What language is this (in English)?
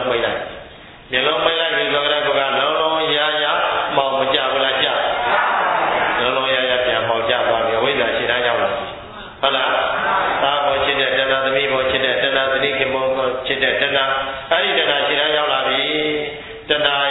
Burmese